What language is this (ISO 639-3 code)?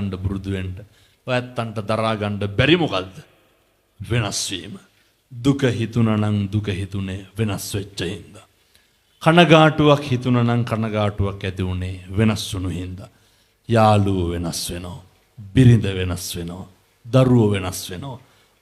sin